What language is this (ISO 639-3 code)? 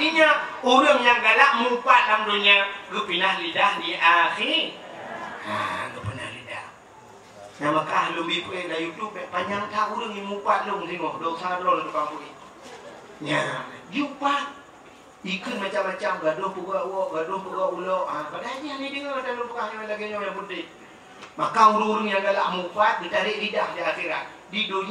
ace